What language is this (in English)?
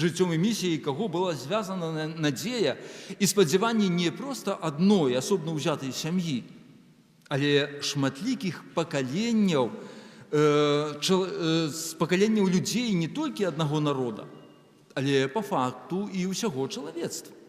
Belarusian